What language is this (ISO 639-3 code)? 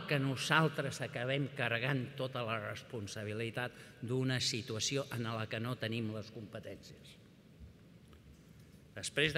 cat